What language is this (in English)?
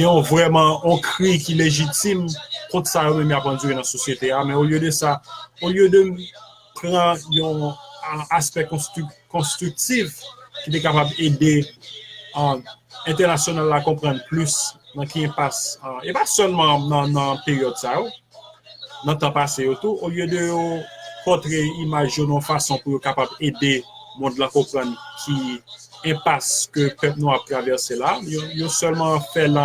Haitian Creole